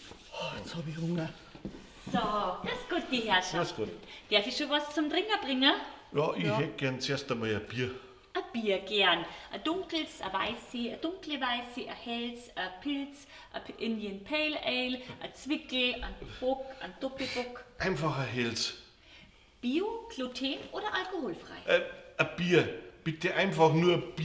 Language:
Bavarian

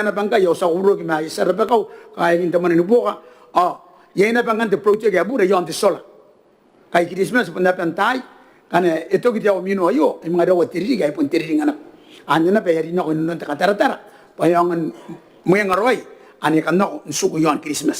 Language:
Gilbertese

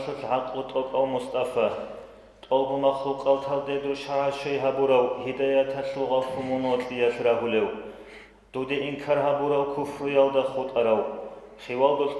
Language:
Avaric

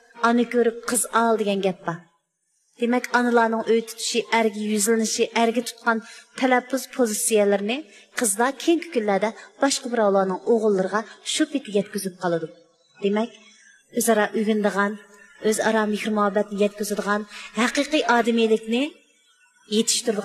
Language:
Uyghur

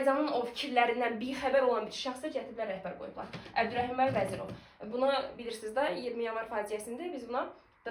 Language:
Azerbaijani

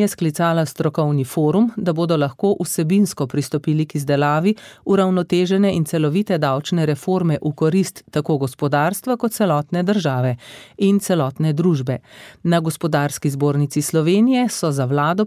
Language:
Slovenian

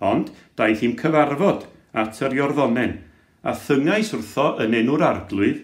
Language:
Welsh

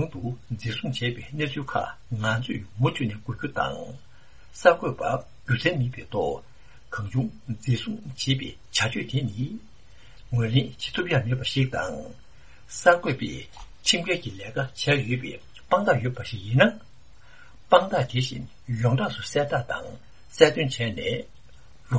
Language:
Tibetan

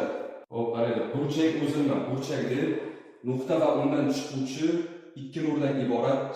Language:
Uzbek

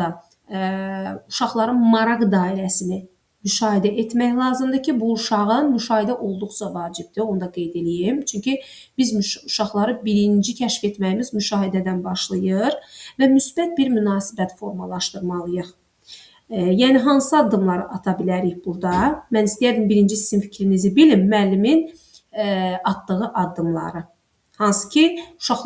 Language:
Azerbaijani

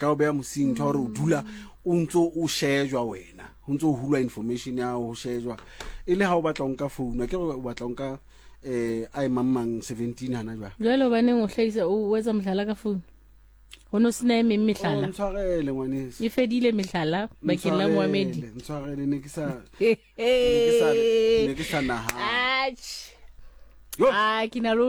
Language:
Southern Sotho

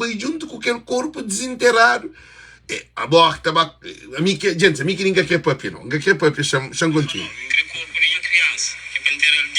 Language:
Kabuverdianu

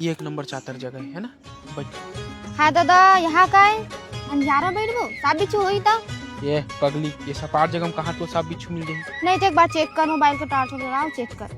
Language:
Chhattisgarhi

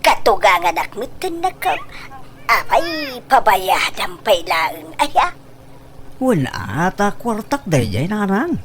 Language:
Iloko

